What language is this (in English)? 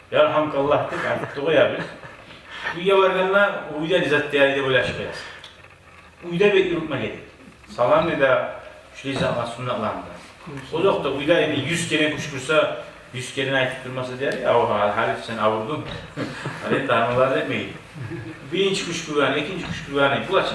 Kumyk